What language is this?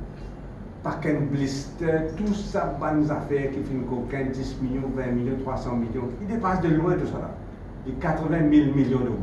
Morisyen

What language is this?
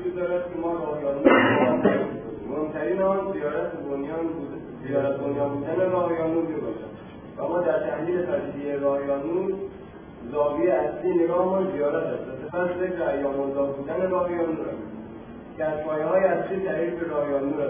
Persian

